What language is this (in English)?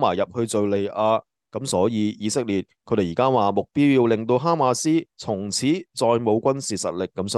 Cantonese